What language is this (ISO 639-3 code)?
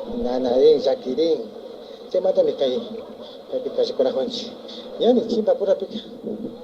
qvi